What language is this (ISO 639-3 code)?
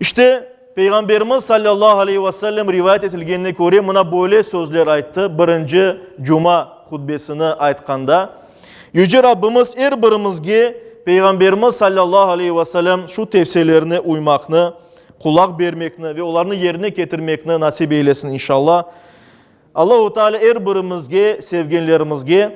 crh